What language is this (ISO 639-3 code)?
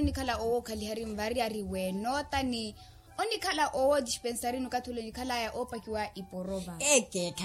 vmw